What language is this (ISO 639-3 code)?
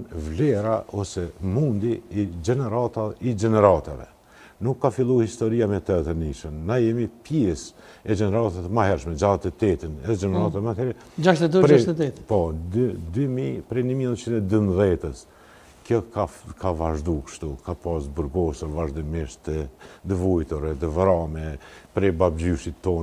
sqi